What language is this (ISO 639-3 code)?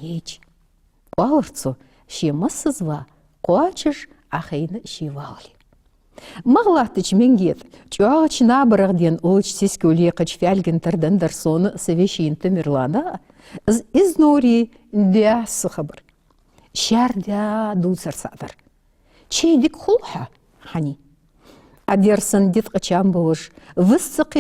inh